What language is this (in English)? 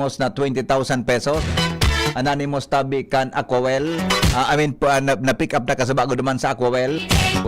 Bikol